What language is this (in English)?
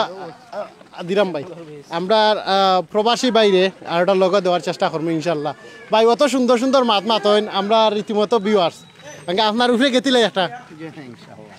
Sylheti